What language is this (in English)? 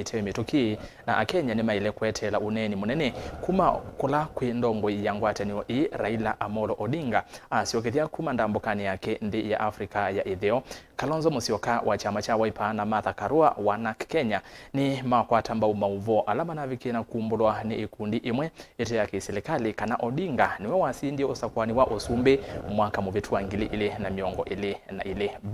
Kamba